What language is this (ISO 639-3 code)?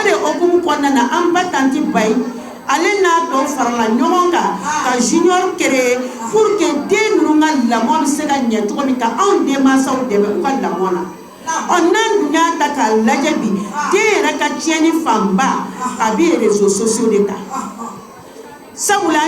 bam